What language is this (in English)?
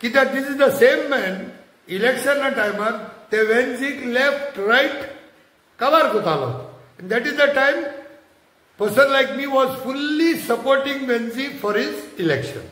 Konkani